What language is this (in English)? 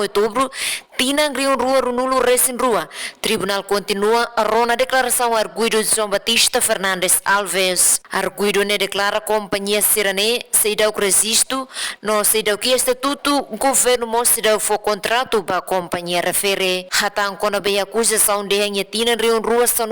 Tetum